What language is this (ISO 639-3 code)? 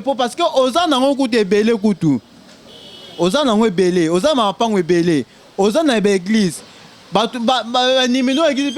lin